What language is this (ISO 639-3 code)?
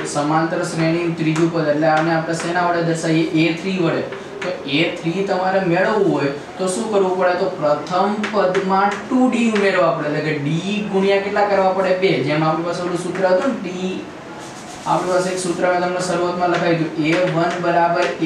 guj